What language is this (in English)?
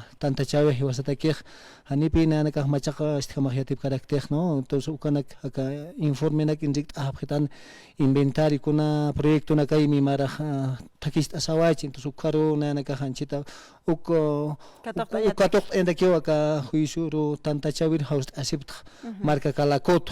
Aymara